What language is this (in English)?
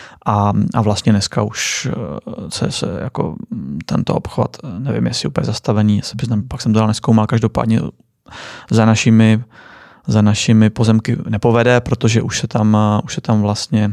Czech